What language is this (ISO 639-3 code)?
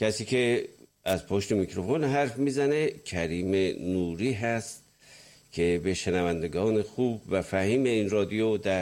fas